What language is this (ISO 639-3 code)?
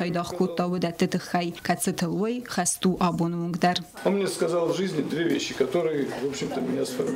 oss